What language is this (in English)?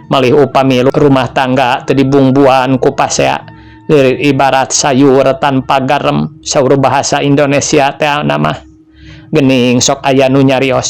Sundanese